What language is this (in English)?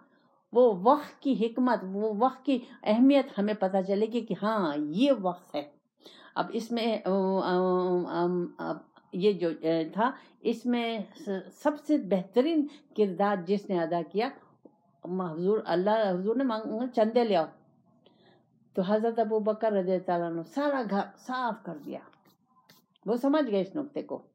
Urdu